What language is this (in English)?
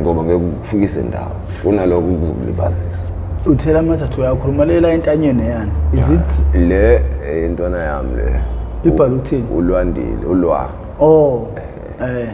Zulu